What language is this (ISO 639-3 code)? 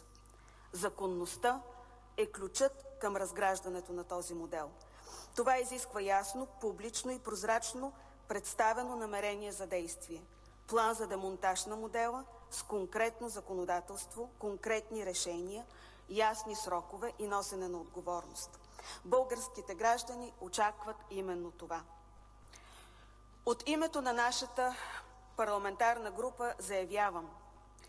bul